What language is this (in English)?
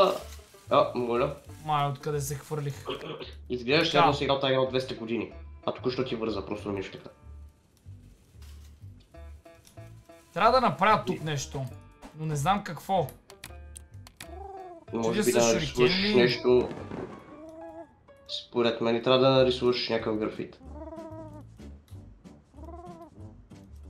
Bulgarian